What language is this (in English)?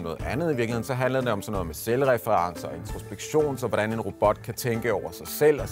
Danish